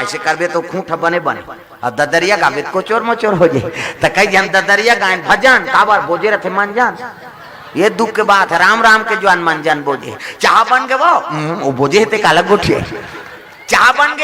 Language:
Chhattisgarhi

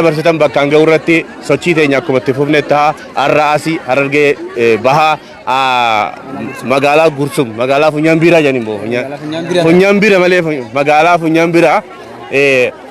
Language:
Oromo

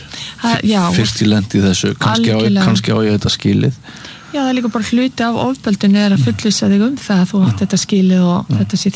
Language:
Icelandic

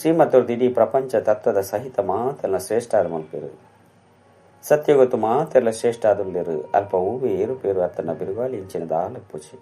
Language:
Tulu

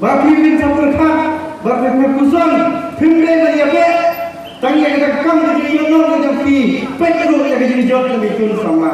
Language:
Khasi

